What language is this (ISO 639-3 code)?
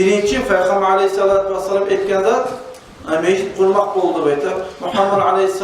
kum